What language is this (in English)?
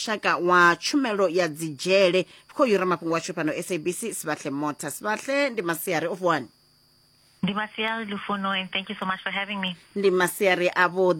Venda